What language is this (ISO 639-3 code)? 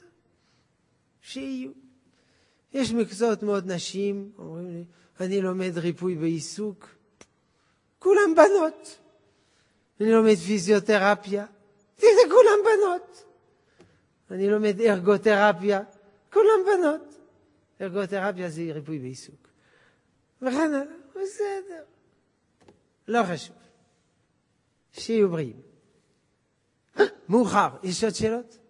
heb